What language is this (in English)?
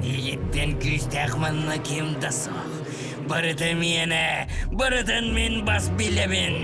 Yakut